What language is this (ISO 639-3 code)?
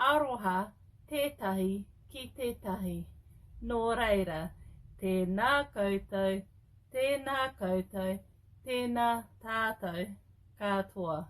mri